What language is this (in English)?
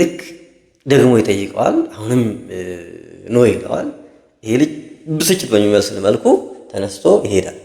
Amharic